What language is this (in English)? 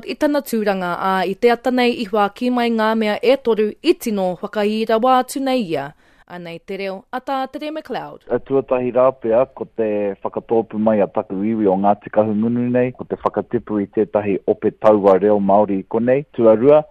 Māori